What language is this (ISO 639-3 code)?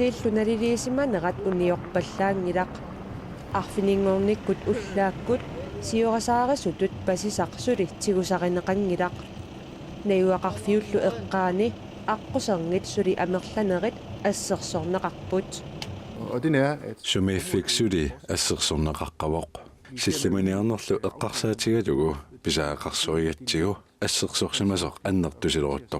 kal